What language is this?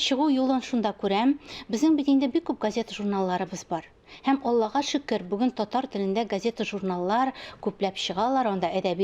Tatar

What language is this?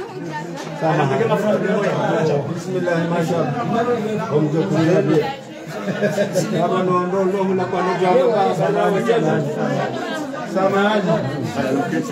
Swahili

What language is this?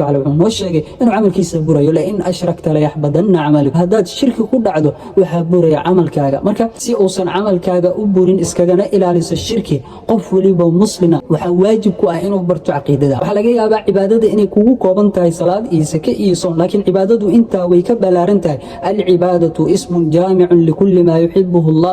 Somali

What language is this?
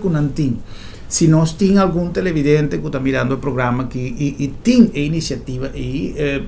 Papiamento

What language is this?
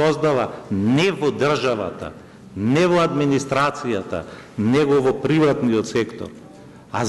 Macedonian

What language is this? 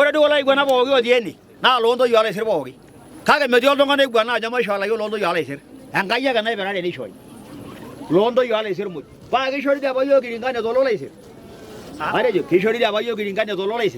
Masai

